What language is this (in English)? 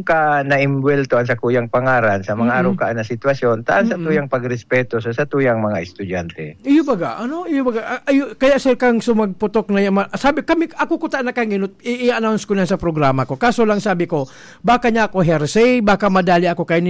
Bikol